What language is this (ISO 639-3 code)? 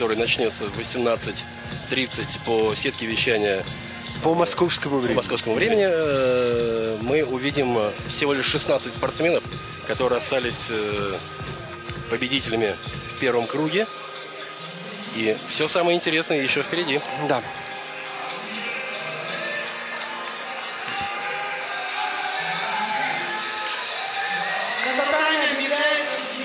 rus